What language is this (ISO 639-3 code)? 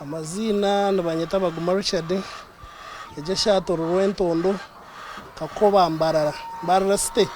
nyn